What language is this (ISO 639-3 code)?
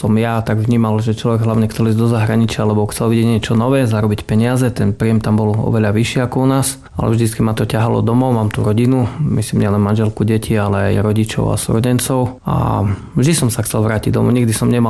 slk